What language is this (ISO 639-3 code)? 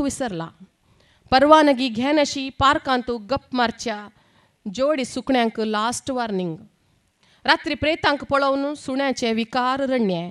kok